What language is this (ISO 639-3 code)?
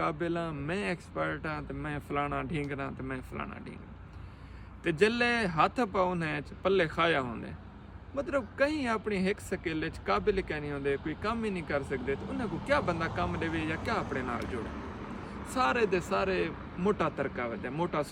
skr